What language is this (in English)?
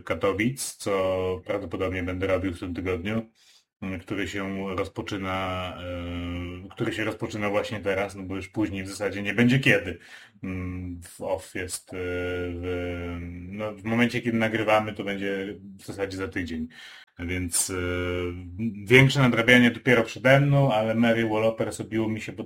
Polish